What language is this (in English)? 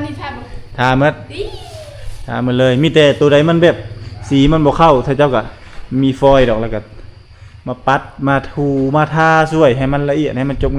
Lao